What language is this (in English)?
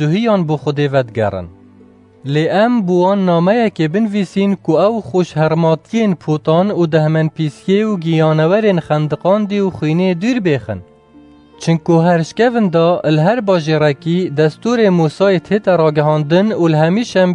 Kurdish